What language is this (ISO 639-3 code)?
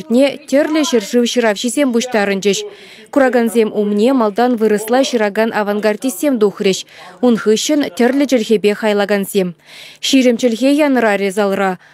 chv